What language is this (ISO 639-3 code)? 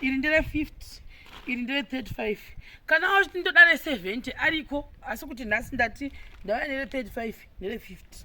sna